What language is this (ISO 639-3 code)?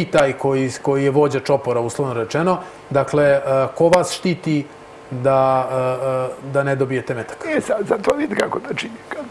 srp